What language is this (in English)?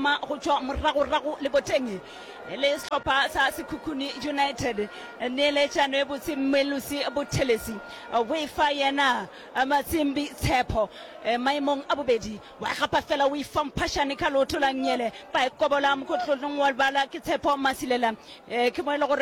Northern Sotho